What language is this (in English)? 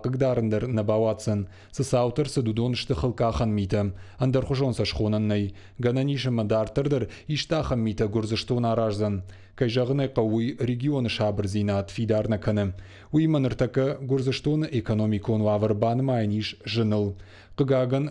Ossetic